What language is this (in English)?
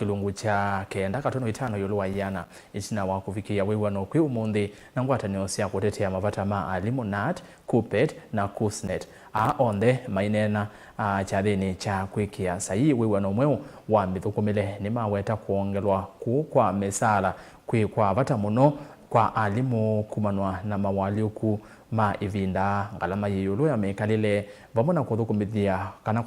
Kamba